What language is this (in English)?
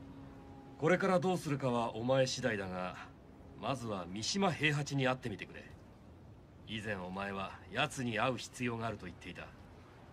Japanese